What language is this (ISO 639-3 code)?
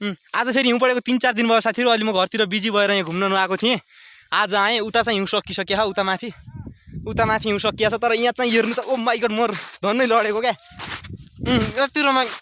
nep